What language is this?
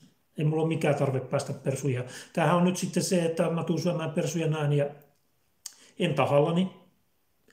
Finnish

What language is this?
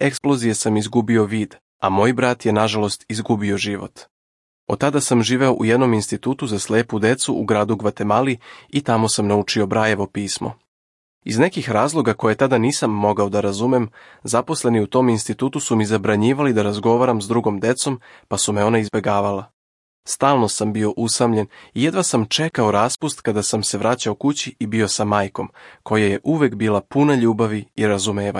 Serbian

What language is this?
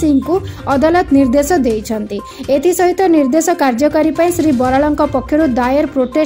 Odia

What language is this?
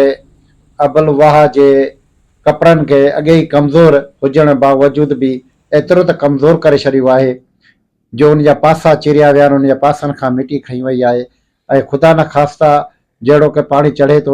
Sindhi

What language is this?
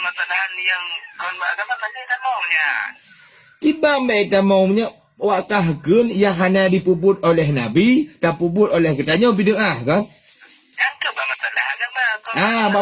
Achinese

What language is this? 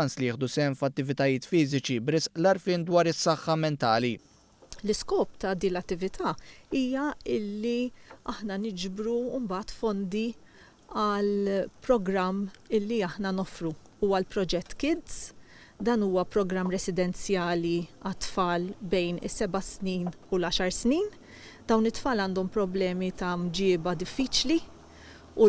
Maltese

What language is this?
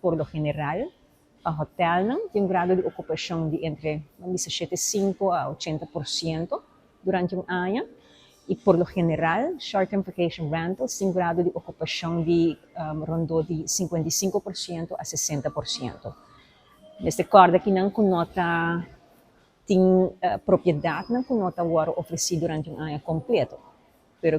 Papiamento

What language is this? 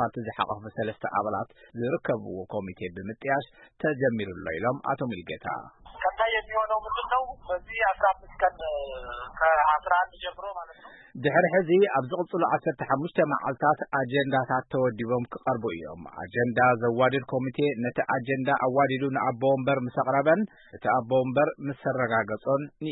Tigrinya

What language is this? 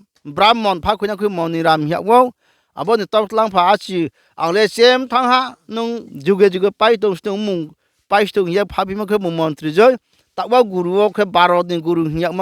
Riang (India)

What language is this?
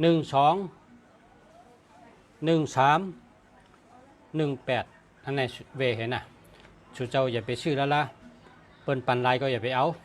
Shan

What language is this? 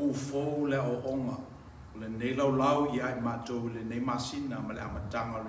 Samoan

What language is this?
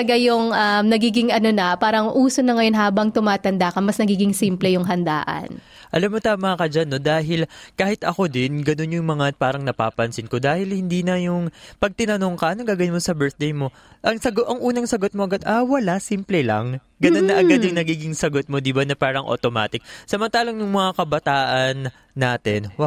Filipino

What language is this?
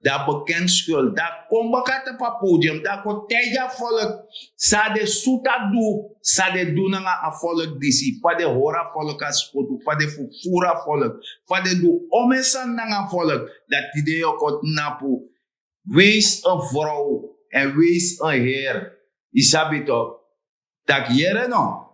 Sranan Tongo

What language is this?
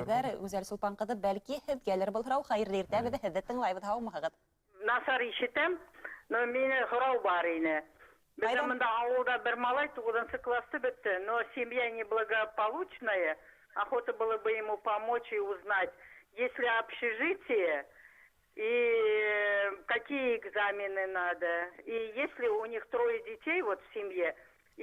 Bashkir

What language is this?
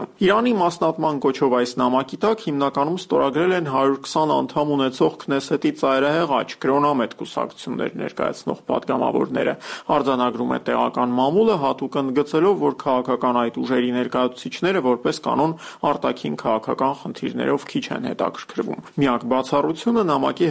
Armenian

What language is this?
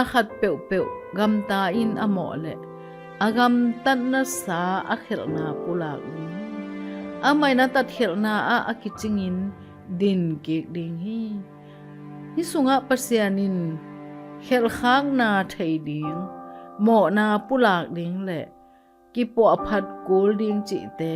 Tedim Chin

